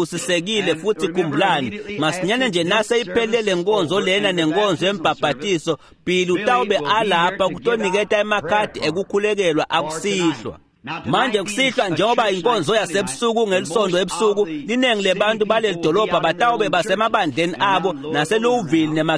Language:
Swati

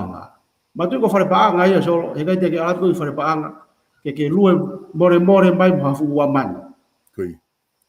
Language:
Tongan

